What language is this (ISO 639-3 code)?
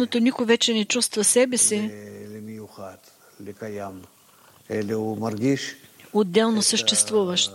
bul